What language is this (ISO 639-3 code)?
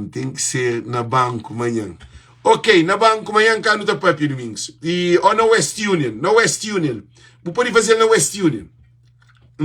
kea